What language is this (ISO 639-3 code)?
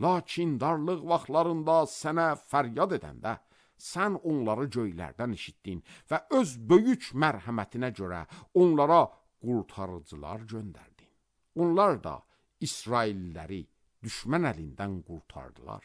aze